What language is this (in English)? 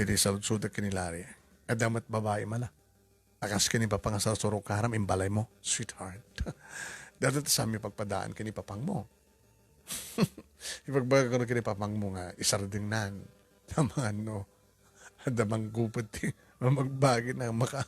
Iloko